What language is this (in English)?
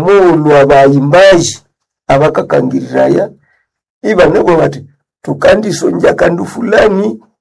Nande